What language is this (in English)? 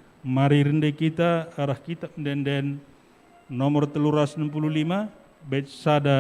Batak Karo